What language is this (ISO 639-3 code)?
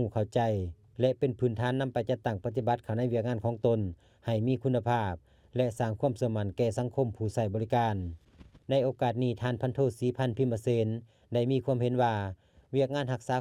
lao